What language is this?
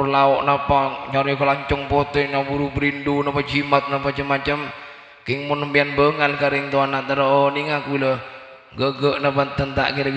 Madurese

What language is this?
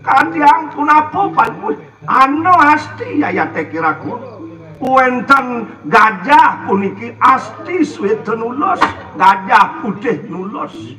Balinese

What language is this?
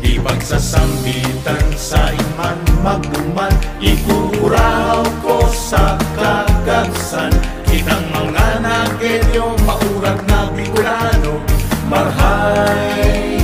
Bikol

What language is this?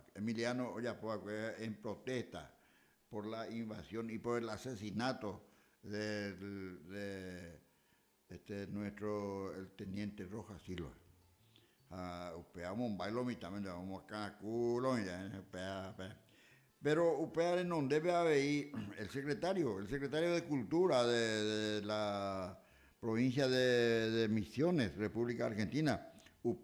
Guarani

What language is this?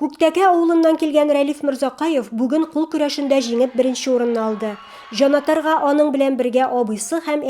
Tatar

